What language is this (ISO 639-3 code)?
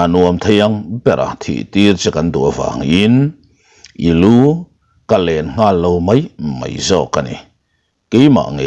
lus